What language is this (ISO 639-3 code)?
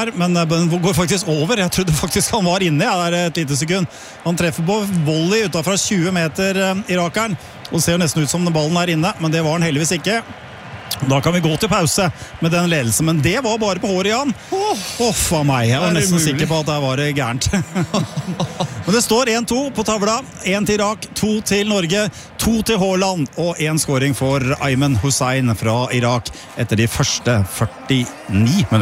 nor